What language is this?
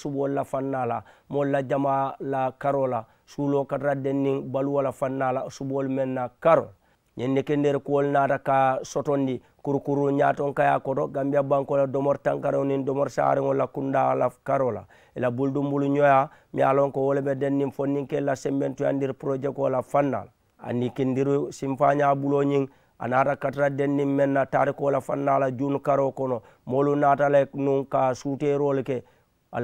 Mandingo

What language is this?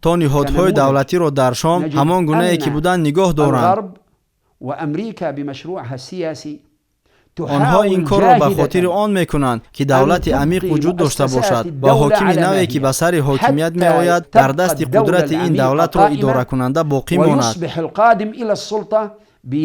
Tajik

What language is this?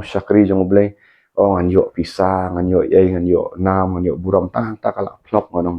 Khasi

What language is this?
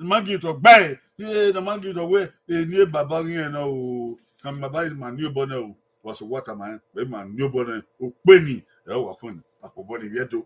Bini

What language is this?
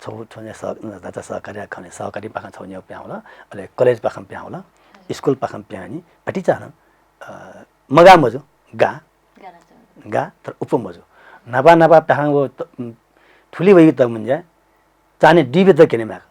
Newari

